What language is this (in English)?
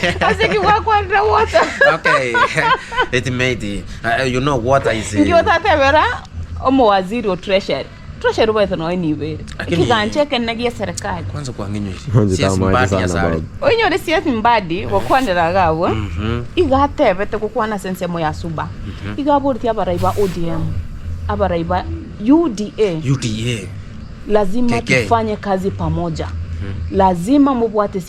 Gusii